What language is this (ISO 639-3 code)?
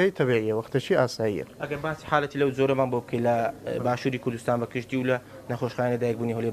ckb